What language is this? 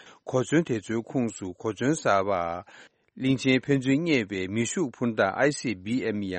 Tibetan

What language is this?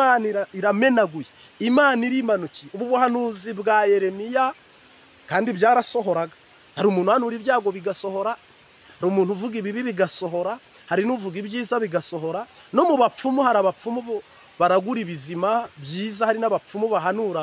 Kinyarwanda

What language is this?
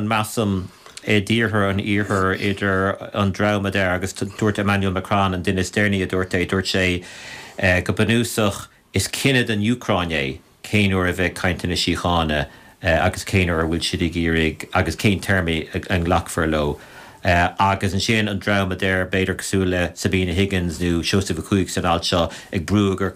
Irish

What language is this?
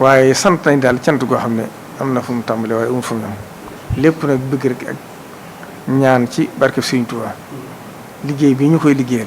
Wolof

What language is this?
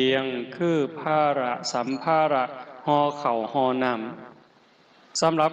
Northeastern Thai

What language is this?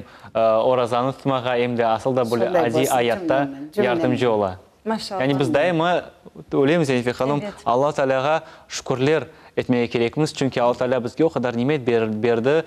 Crimean Tatar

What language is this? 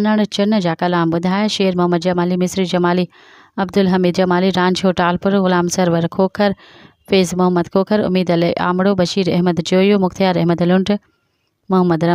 Sindhi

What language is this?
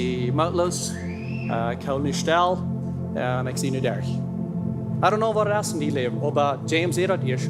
Plautdietsch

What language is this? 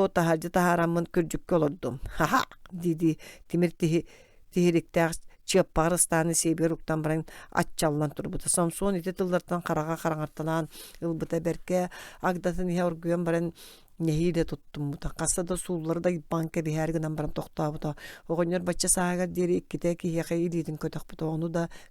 Yakut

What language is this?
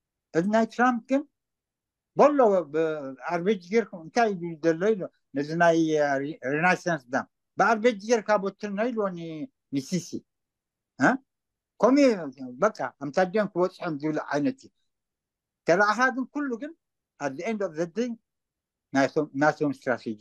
Tigrinya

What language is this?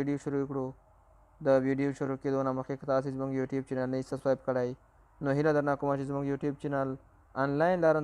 Pashto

